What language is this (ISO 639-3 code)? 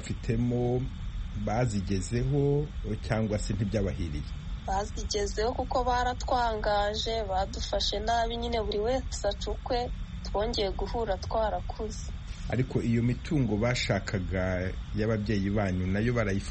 kin